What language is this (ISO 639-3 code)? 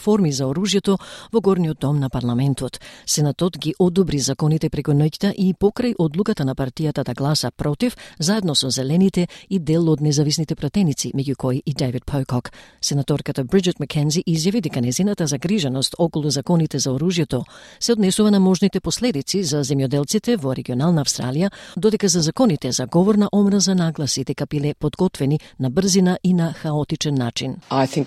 mkd